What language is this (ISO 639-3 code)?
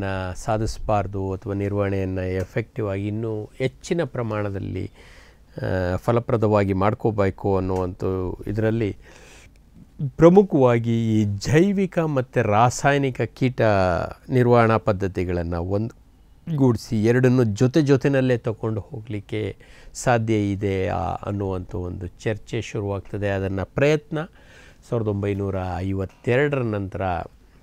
kan